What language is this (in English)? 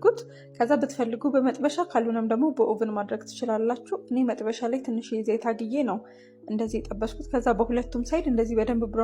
Amharic